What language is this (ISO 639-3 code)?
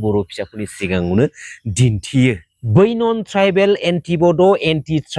brx